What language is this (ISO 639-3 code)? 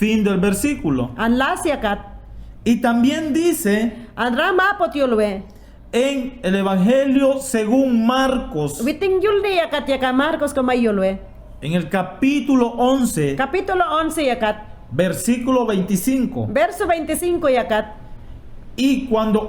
yan